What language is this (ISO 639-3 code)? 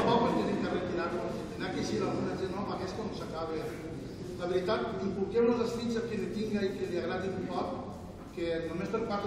cat